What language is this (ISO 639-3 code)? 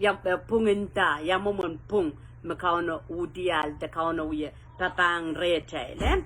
pon